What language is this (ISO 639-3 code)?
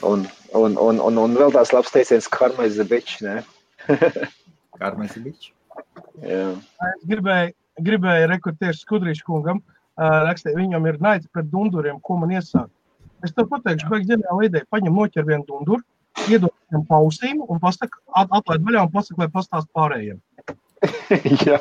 lav